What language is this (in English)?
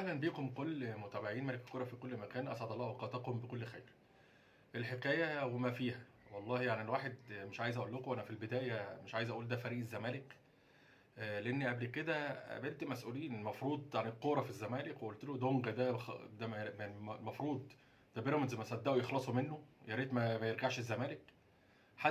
Egyptian Arabic